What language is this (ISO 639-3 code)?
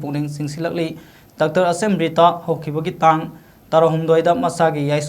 mni